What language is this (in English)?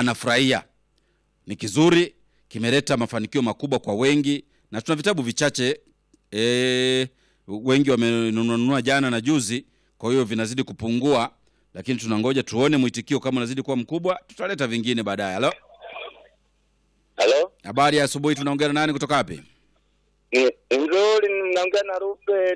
Swahili